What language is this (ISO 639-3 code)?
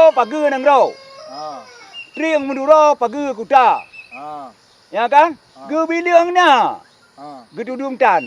ace